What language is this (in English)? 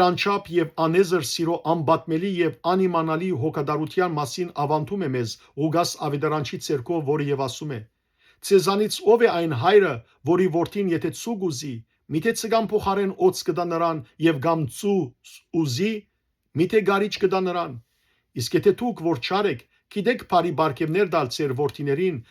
Western Armenian